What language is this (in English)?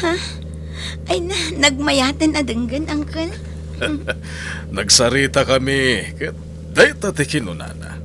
Iloko